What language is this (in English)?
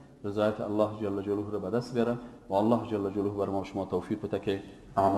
Persian